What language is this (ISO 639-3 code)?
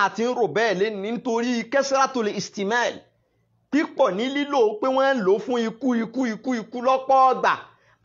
yor